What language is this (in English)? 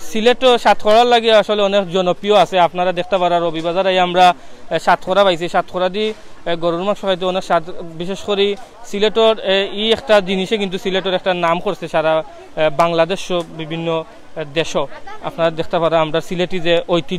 Sylheti